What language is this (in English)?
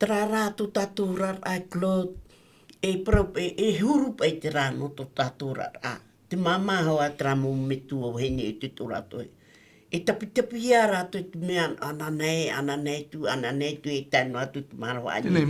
Tahitian